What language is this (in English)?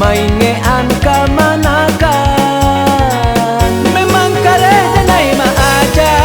Minangkabau